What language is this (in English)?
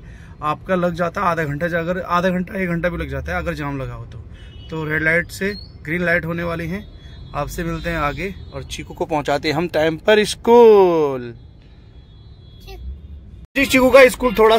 Hindi